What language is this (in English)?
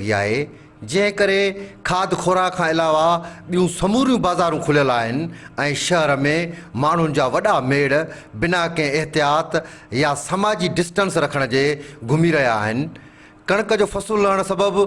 Sindhi